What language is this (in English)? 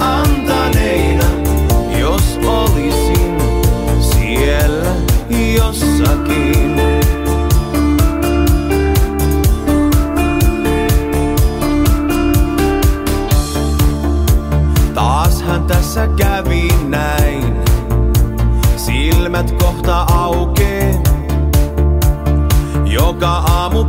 Finnish